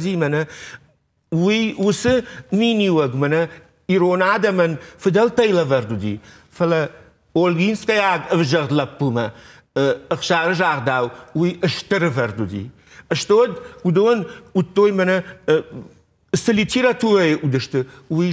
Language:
Ossetic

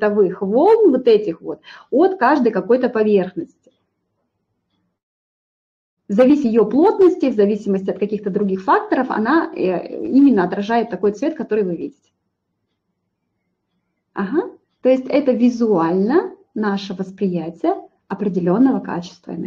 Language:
Russian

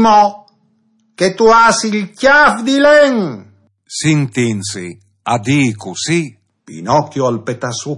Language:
Friulian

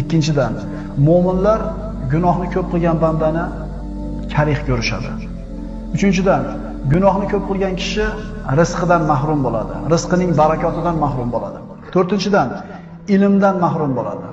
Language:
Uzbek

